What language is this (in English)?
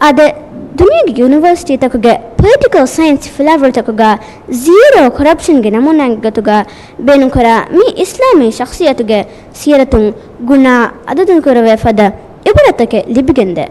Divehi